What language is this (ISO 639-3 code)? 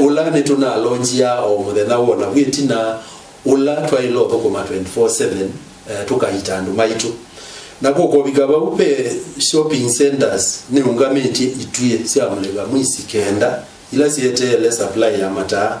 kam